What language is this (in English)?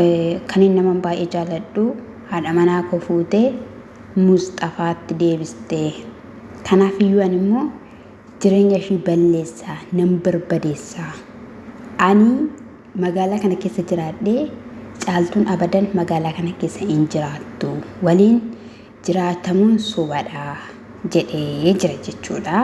Oromo